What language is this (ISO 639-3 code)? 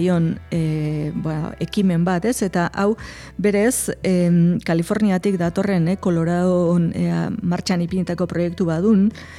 eus